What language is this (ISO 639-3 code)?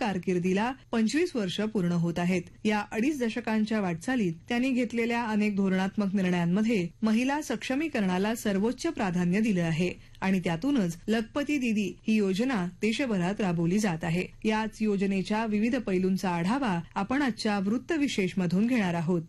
mar